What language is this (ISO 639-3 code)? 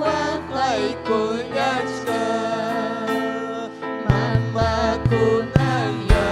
quy